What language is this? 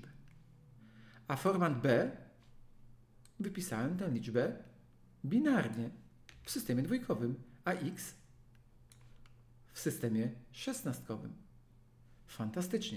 Polish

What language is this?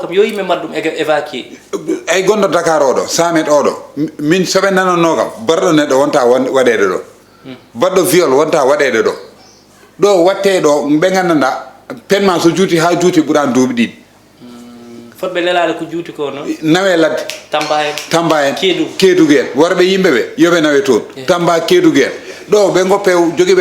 Fula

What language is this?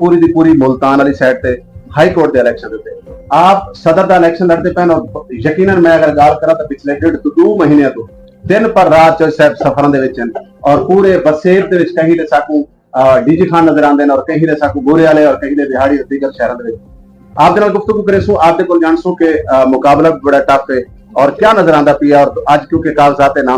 Saraiki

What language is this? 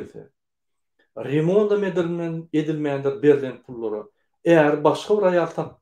Turkmen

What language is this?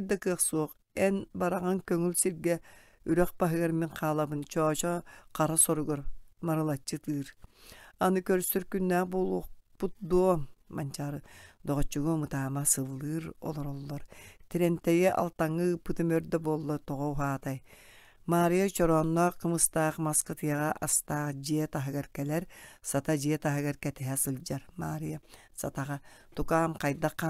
Yakut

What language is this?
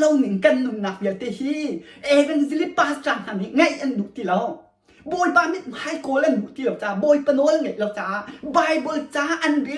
Hakha Chin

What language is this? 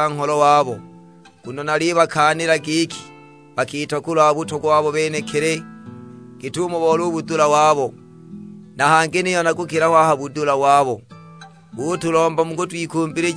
Sukuma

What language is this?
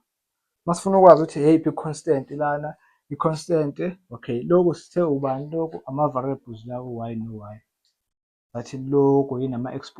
Zulu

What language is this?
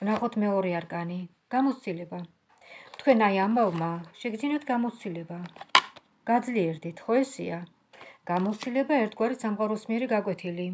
Georgian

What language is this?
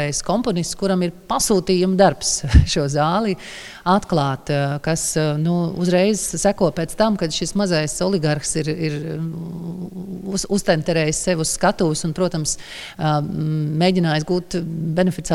Latvian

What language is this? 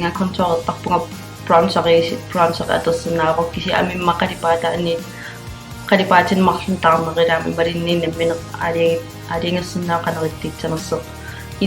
Kalaallisut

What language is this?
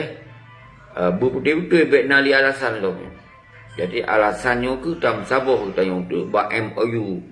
Achinese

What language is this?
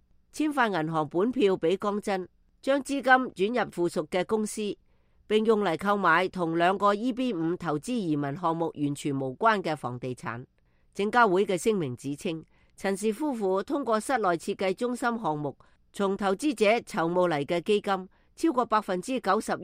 Cantonese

